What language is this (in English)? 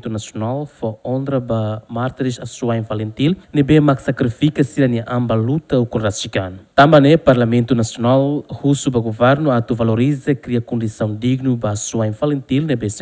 Tetum